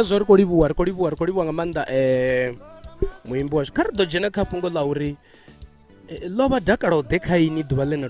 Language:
Venda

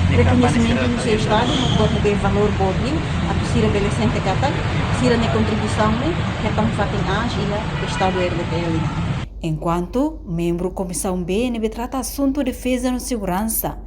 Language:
Tetum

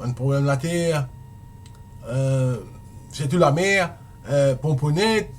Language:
Morisyen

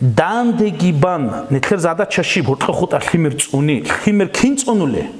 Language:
Avaric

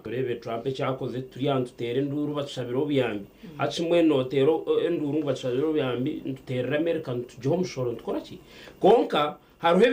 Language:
Nyankole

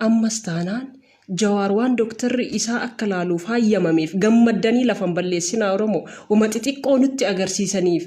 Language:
Oromo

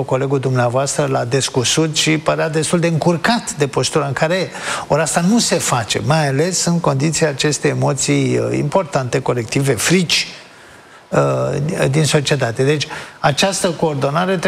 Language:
Romanian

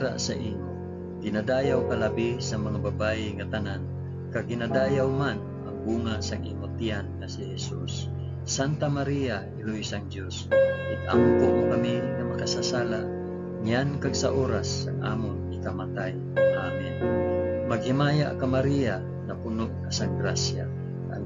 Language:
Hiligaynon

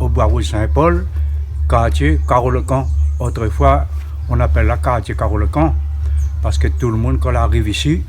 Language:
Réunion Creole French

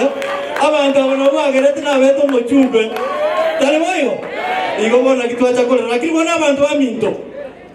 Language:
Gusii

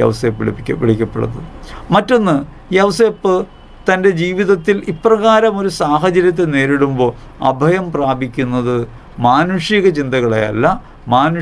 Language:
Malayalam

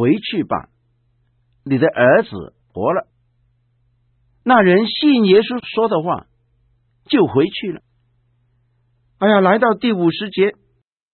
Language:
Chinese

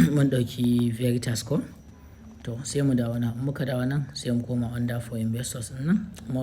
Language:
Hausa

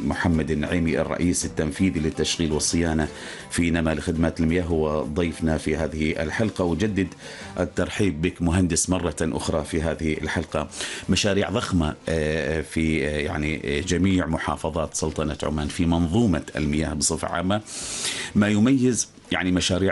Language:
Arabic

